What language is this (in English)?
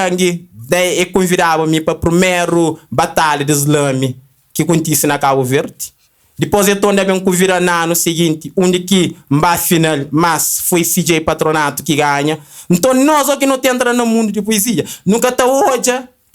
Kabuverdianu